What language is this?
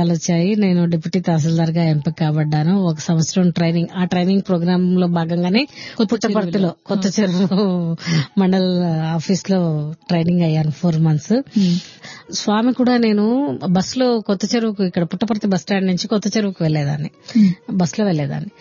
Telugu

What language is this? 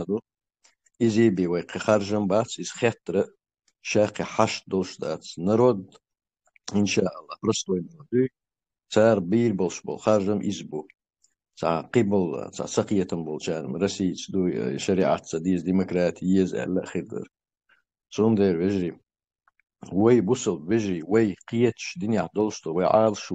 Chechen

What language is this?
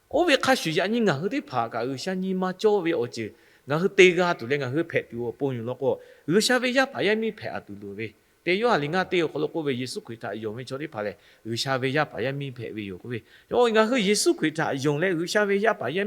Lahu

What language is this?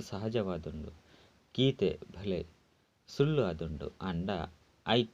Tulu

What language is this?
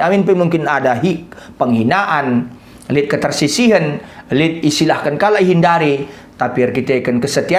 Batak Karo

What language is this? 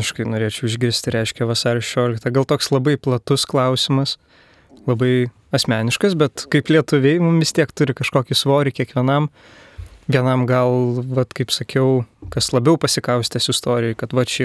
Lithuanian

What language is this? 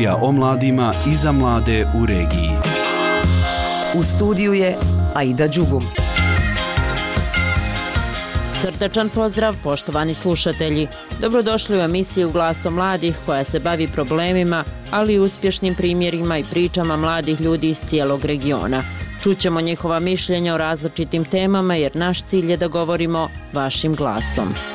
Bosnian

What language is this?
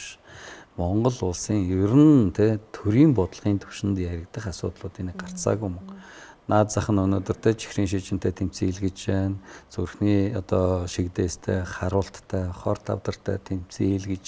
Mongolian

